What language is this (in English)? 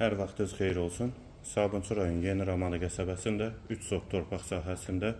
Azerbaijani